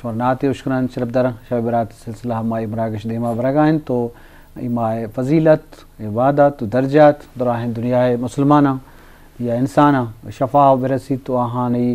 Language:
Eastern Balochi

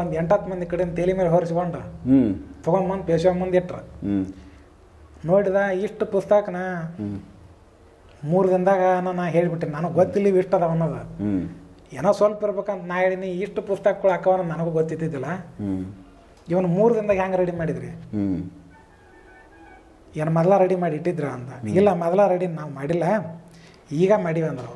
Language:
Kannada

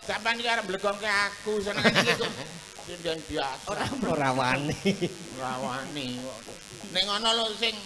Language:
Javanese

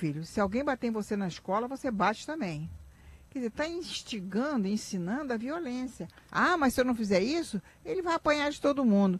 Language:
Portuguese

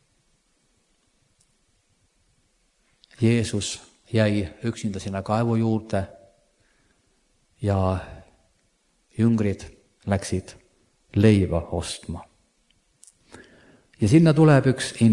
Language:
Estonian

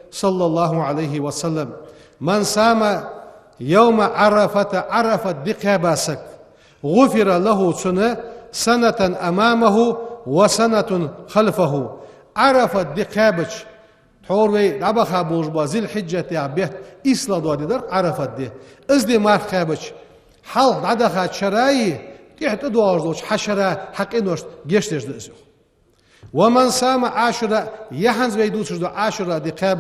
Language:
Ingush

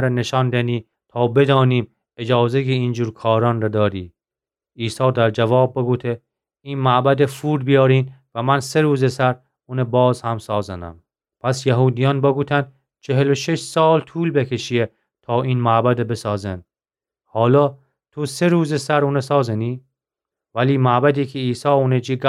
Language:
Gilaki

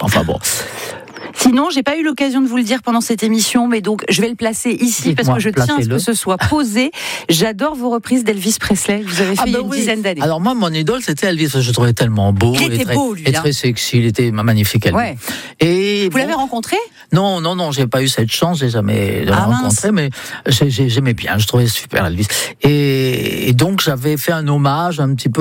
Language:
French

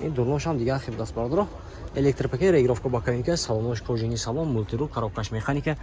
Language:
Tajik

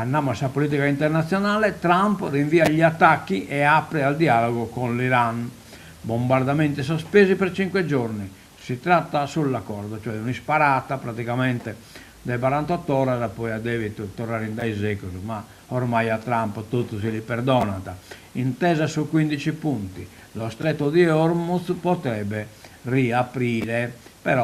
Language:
Sardinian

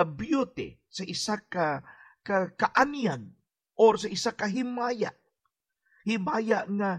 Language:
Hiligaynon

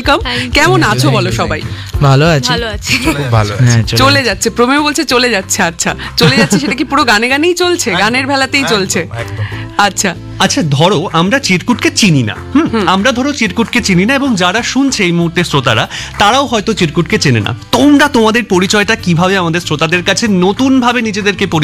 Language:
Bangla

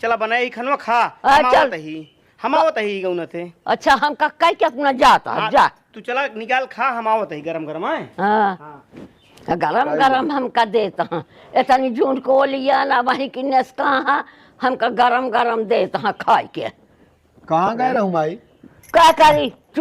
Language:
Awadhi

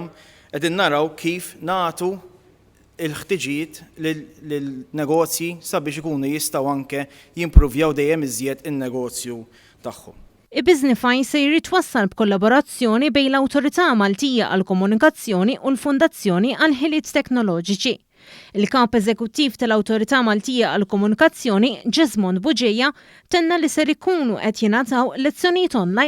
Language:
Maltese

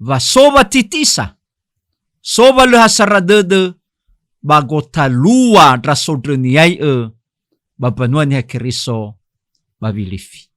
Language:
Nias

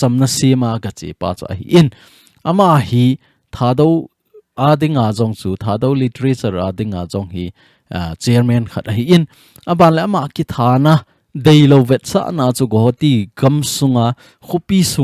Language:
Thado Chin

